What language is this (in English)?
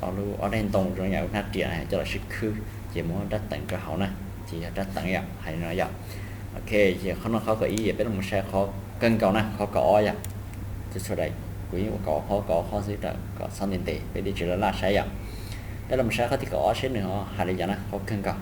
Hmong